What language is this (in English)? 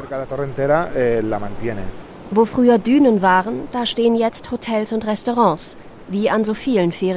German